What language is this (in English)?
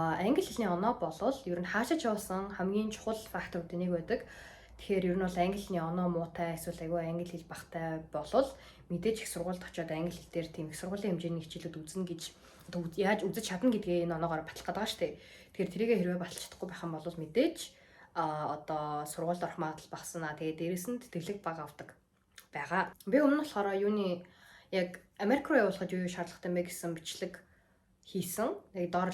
Mongolian